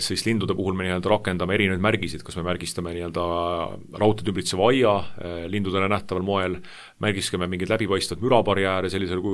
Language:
Estonian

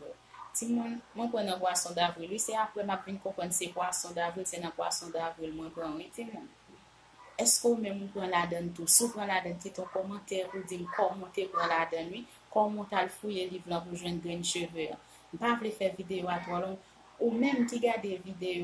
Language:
Haitian Creole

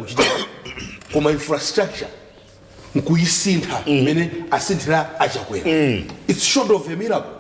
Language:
Nyanja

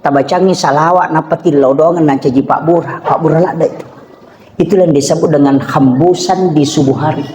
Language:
Buginese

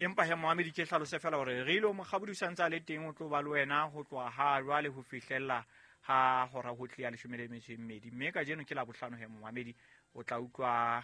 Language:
Southern Sotho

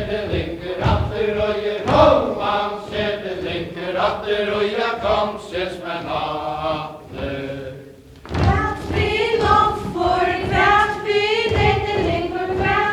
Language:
Faroese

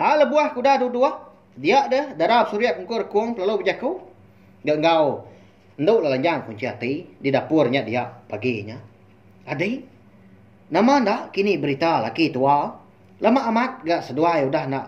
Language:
Iban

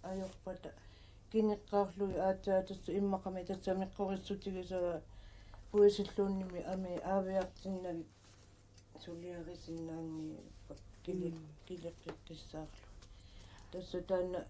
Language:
Kalaallisut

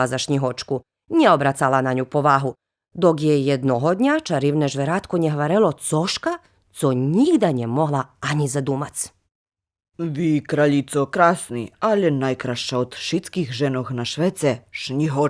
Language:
Rusyn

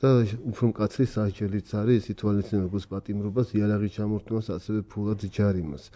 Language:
Georgian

